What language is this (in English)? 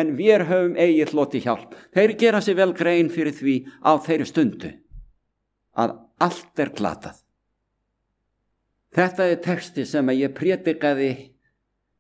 Icelandic